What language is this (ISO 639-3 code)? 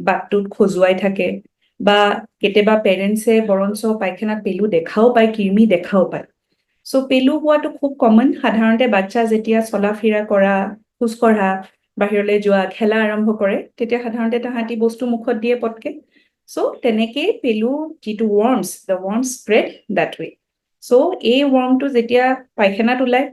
asm